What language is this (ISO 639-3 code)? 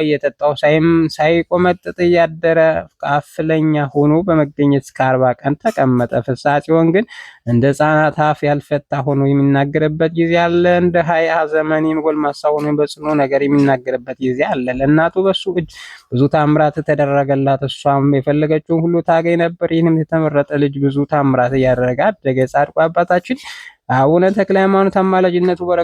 amh